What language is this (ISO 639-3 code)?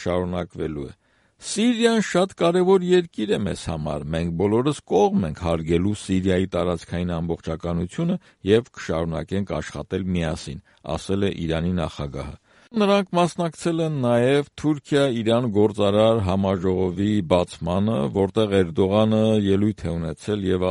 hye